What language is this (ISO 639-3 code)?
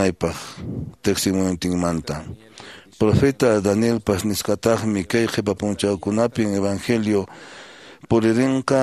que